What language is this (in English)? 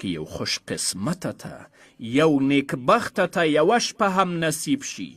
Pashto